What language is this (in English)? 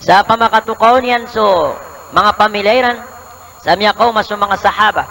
Maranao